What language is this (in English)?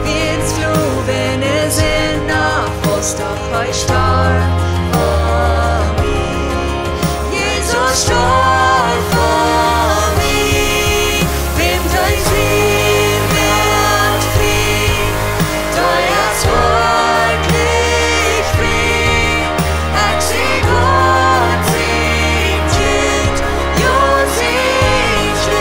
Plautdietsch